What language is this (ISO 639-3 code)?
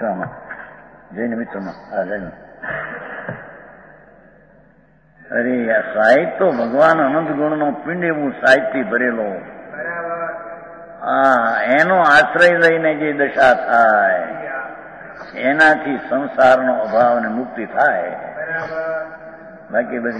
guj